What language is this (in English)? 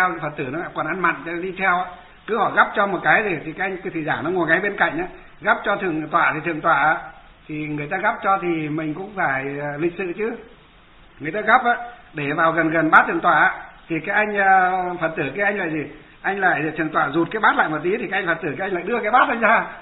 Vietnamese